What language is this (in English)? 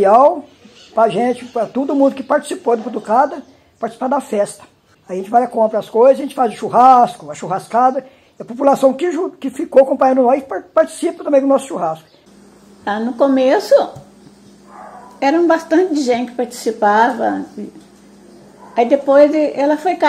Portuguese